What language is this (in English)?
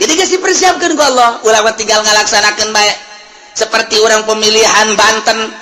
Sundanese